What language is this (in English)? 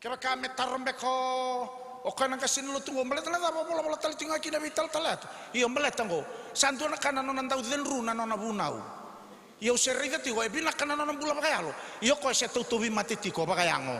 Fijian